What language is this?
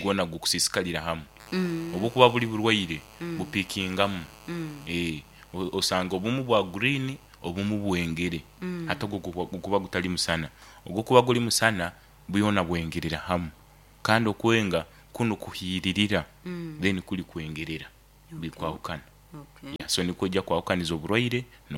Nyoro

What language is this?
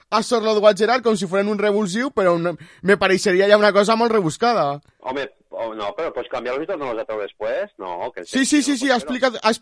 Catalan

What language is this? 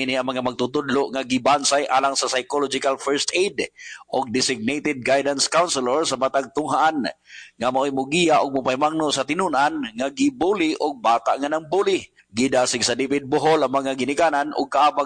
Cebuano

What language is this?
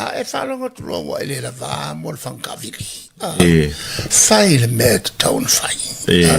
Samoan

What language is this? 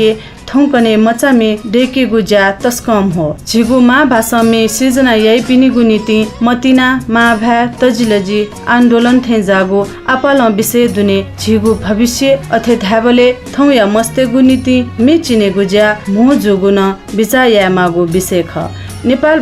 Newari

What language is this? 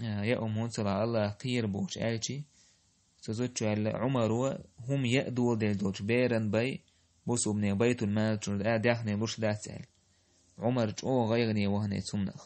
Chechen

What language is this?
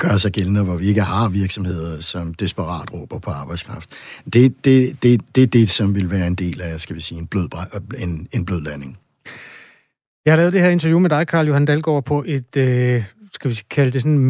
Danish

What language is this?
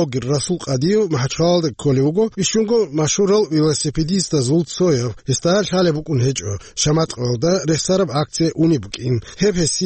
Avaric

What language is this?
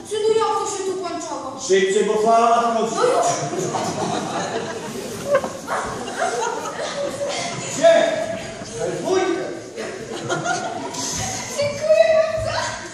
Polish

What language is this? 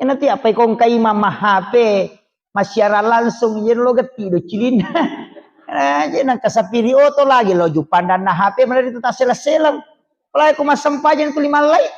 Buginese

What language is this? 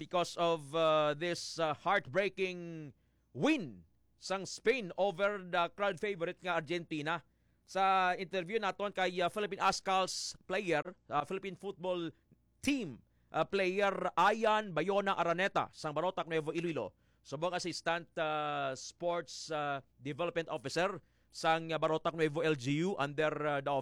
Hiligaynon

